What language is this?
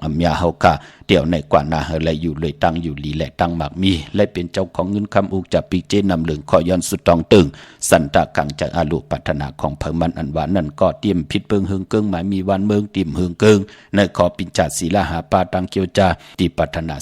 Shan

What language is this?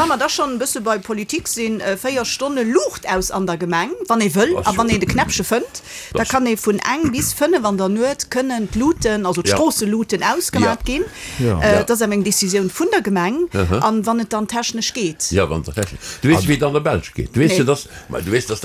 Luxembourgish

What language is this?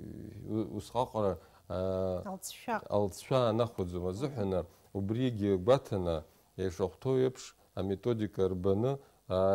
Abkhazian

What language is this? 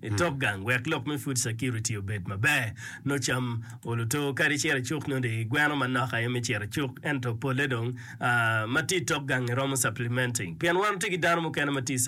Acoli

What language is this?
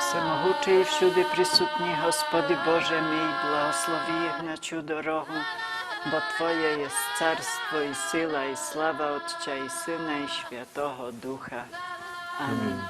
Rusyn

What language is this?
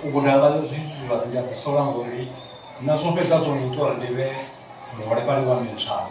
Venda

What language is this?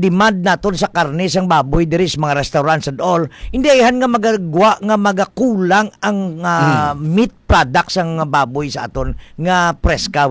Hiligaynon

